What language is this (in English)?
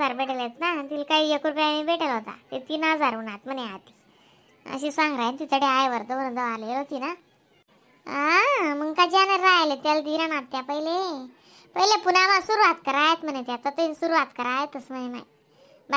Khandesi